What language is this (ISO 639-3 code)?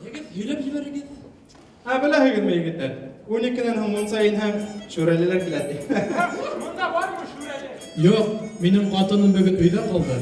bak